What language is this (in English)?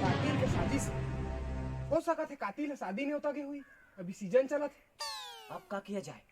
Chhattisgarhi